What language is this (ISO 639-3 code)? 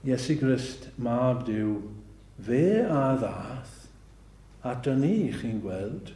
cym